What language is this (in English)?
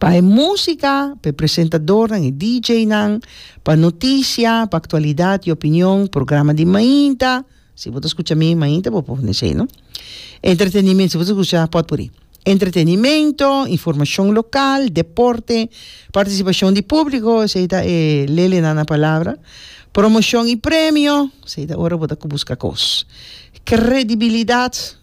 Papiamento